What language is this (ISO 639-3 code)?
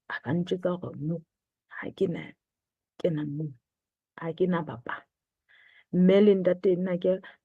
sot